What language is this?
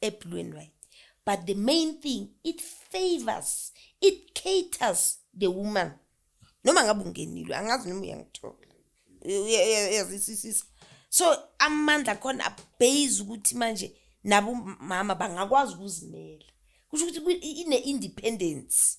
Zulu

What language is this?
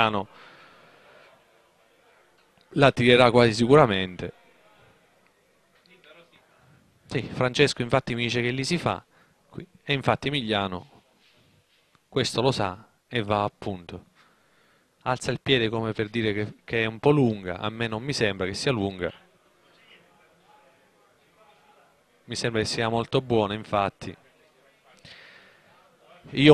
Italian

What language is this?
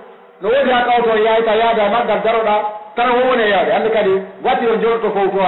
Pular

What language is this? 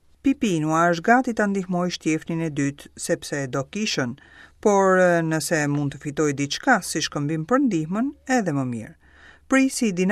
Albanian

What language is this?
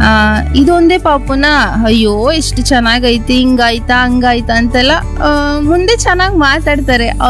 Kannada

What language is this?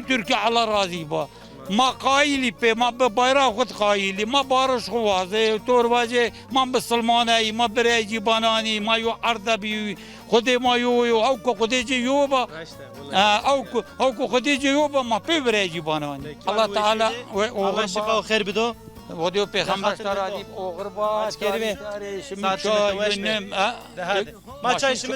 Zaza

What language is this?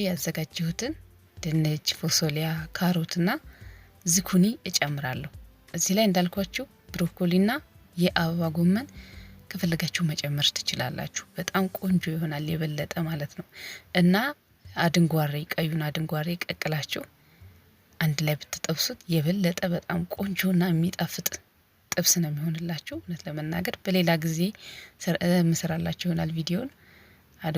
Amharic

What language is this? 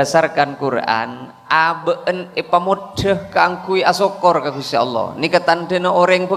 Madurese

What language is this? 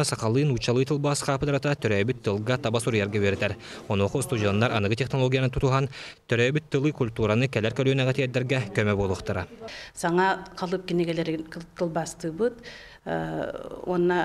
Yakut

